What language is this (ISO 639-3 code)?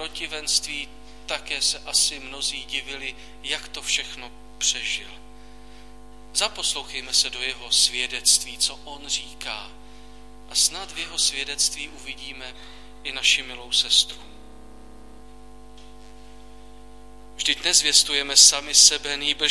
ces